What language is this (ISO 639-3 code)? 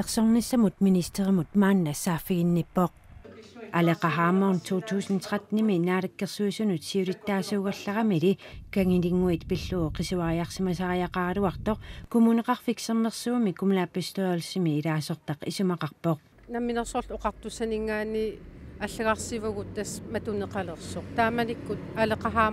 kal